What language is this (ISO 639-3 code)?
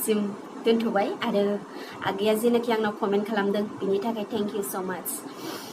brx